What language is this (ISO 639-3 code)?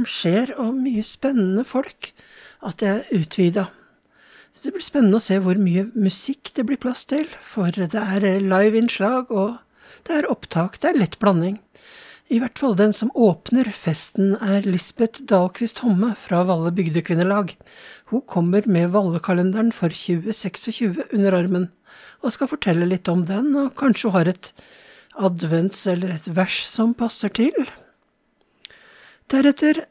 nor